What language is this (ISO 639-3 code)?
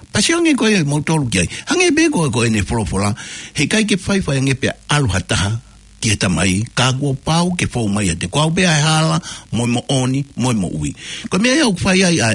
ton